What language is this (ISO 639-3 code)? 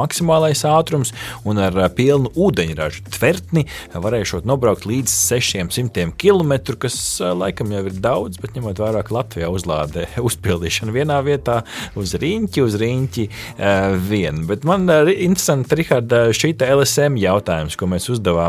lav